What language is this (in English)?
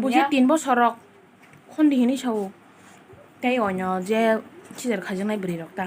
Kok Borok